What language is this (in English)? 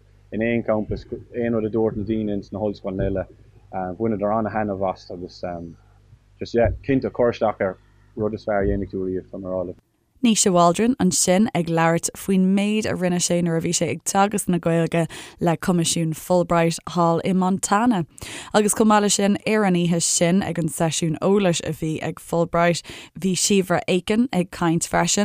Irish